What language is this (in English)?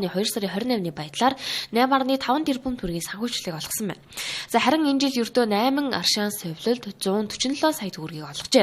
Mongolian